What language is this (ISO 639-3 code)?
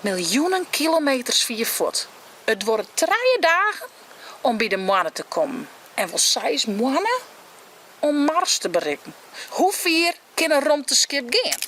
fry